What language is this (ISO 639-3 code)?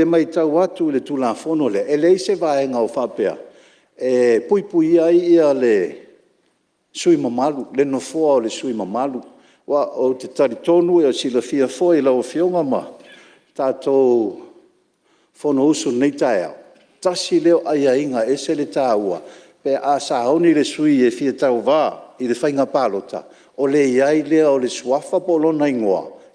smo